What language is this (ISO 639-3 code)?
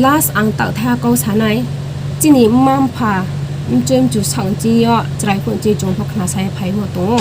ria